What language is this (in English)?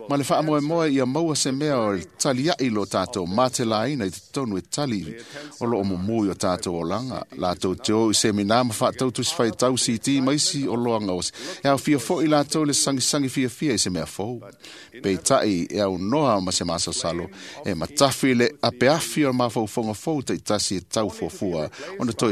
Samoan